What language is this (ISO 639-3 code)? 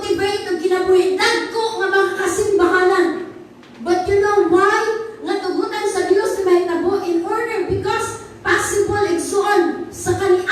ceb